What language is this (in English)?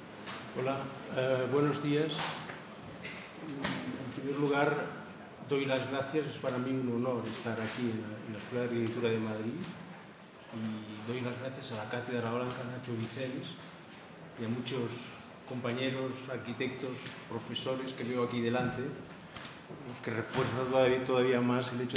Spanish